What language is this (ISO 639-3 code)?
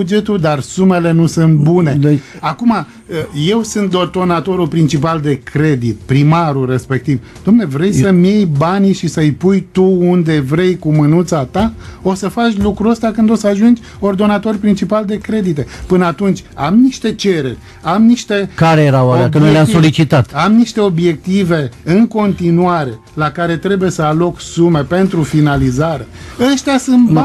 ron